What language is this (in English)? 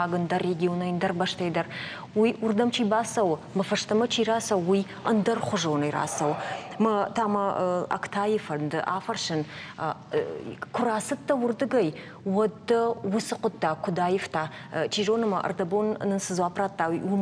Ossetic